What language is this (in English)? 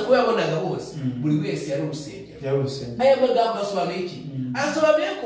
Kinyarwanda